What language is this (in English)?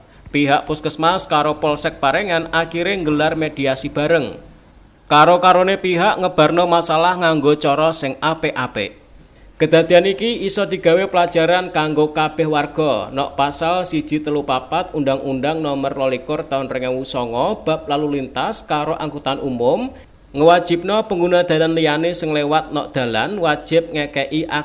Javanese